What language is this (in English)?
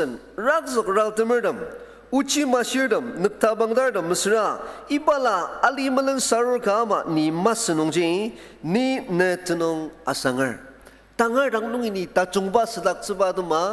Ao Naga